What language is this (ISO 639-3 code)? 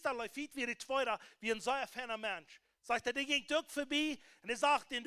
pdt